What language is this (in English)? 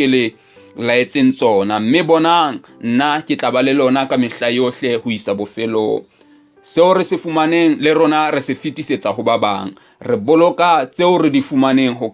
Southern Sotho